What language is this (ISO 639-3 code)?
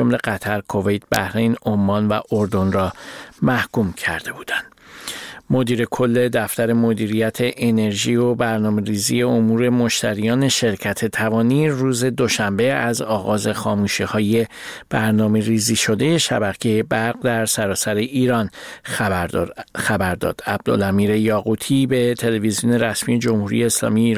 fas